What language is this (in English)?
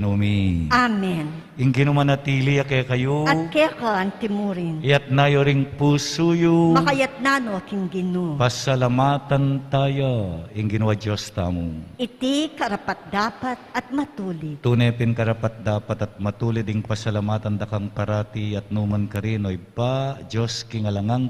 Pampanga